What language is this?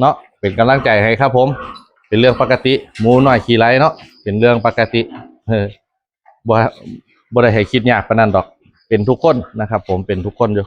Northeastern Thai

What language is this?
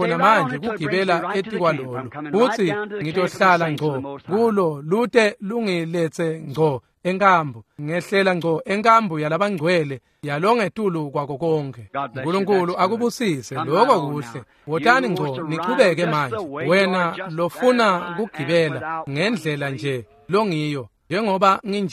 Swati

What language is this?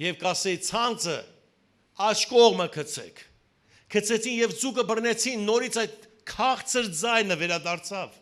Western Armenian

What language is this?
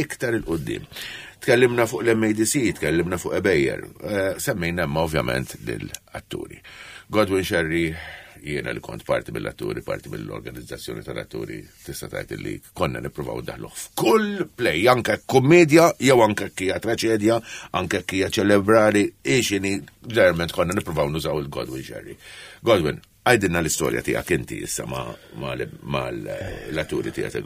Maltese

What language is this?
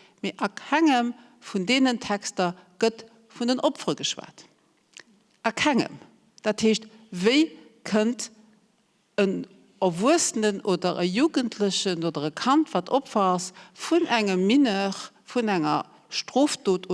Luxembourgish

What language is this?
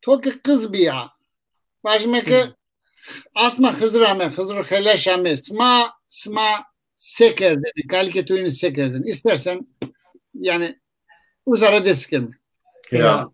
Zaza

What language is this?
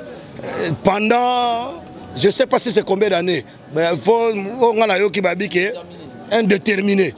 Lingala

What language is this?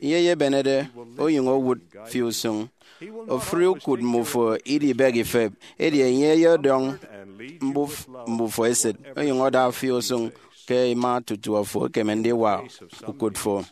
Efik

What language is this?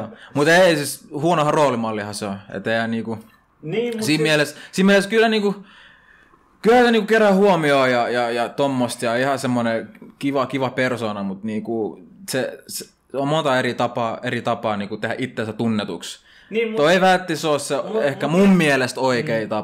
Finnish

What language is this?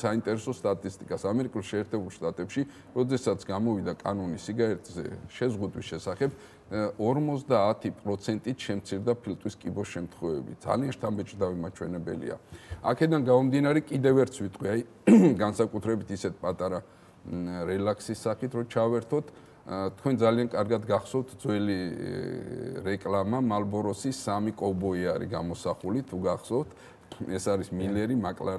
Georgian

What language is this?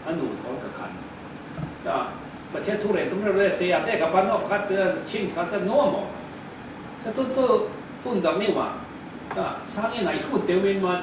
Falam Chin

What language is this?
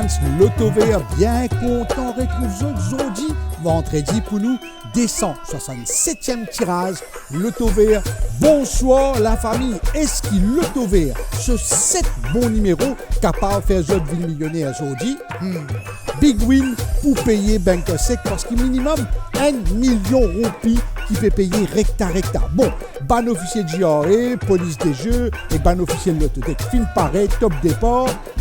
Morisyen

